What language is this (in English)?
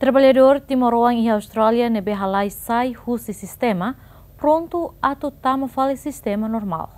Tetum